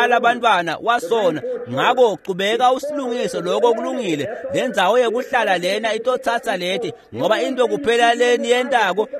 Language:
Swati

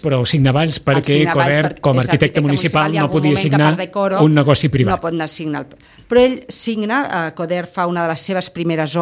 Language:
Catalan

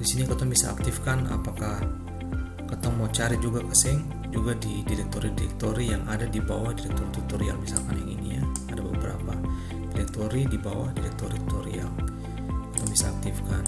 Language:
Ambonese Malay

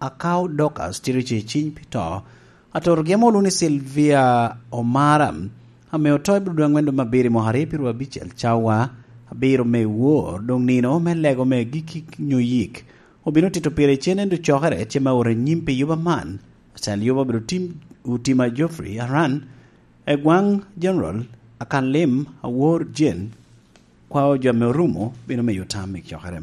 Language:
Lango (Uganda)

